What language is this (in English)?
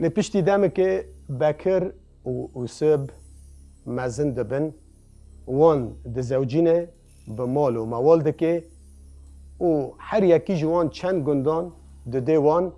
Kurdish